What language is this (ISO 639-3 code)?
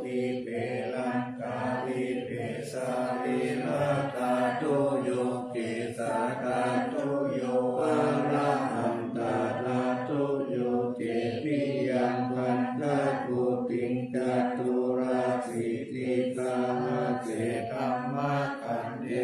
pli